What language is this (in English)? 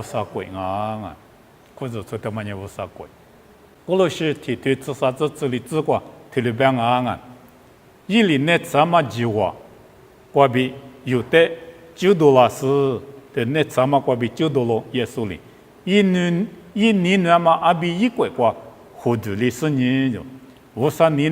Lisu